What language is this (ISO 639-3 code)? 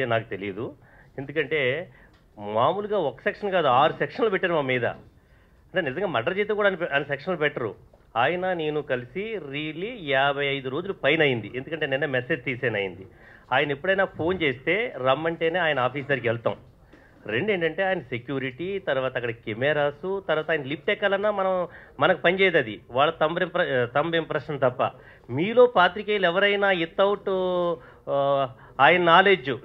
tel